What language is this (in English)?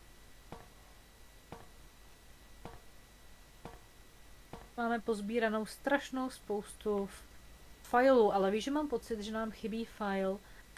Czech